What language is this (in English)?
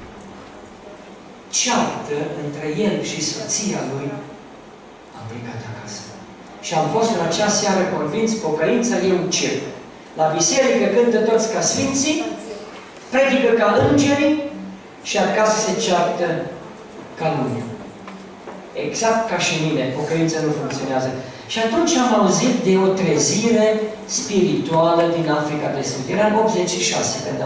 Romanian